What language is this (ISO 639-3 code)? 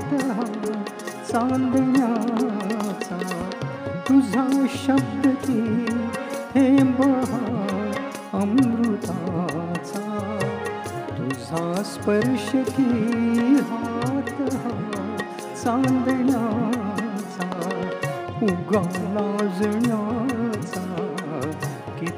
mar